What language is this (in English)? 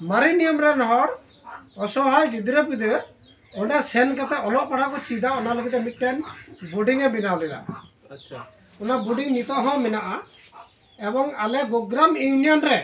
Santali